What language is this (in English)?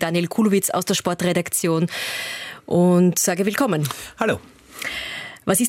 German